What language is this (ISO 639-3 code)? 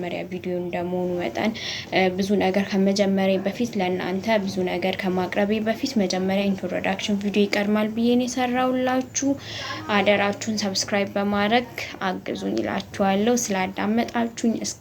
amh